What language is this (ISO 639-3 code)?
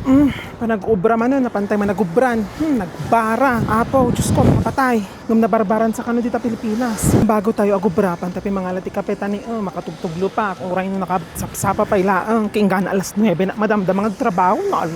ilo